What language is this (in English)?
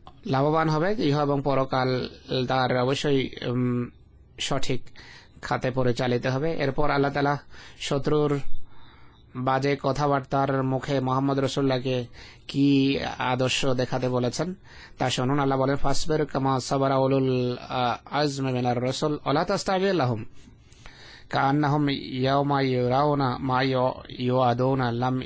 Bangla